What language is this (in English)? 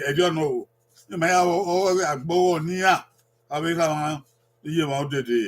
Bini